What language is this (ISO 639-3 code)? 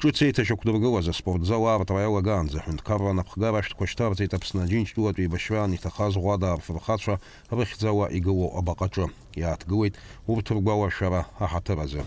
abk